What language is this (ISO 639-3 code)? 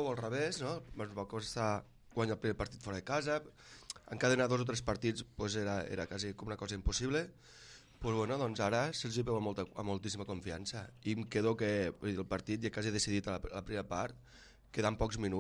cat